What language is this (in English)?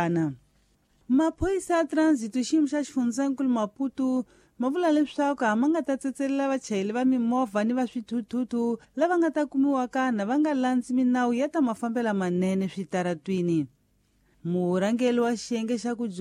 Tsonga